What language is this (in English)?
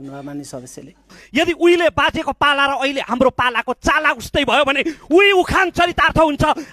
Nepali